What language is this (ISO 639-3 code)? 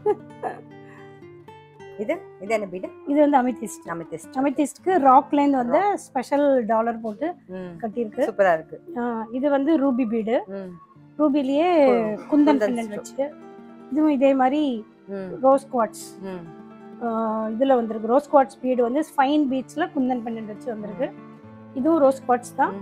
tam